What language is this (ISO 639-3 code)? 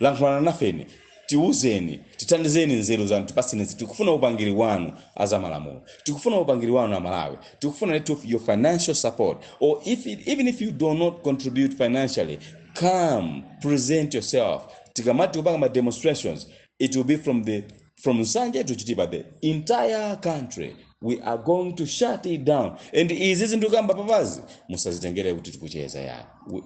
nya